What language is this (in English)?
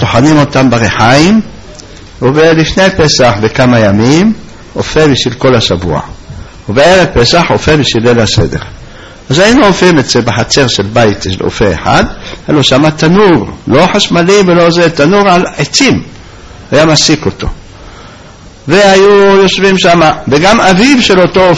Hebrew